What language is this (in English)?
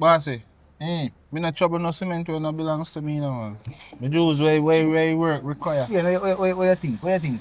Jamaican Creole English